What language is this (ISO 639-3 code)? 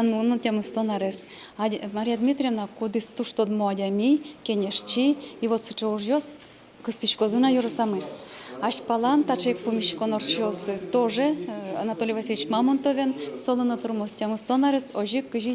udm